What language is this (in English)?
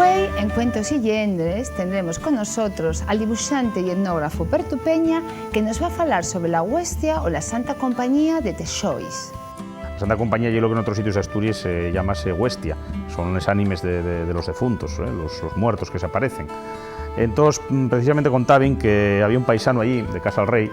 Asturian